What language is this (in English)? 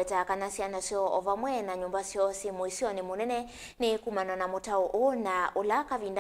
Kamba